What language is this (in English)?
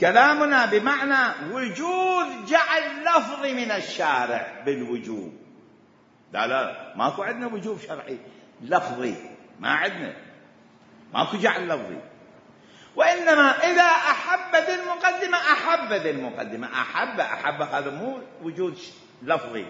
Mesopotamian Arabic